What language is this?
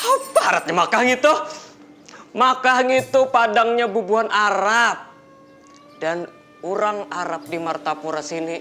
Banjar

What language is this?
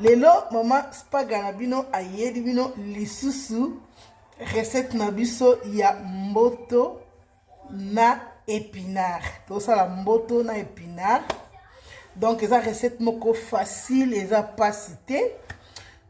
Lingala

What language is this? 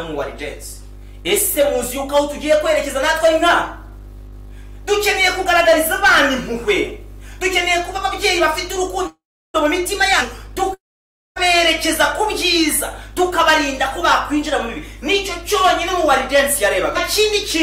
Kinyarwanda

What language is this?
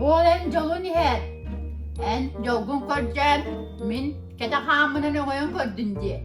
Yakut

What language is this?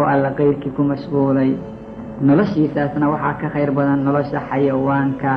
Somali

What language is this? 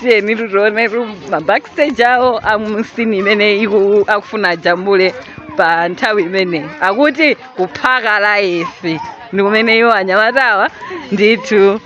Nyanja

